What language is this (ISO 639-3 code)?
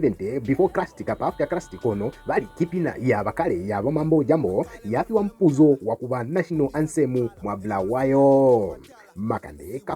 loz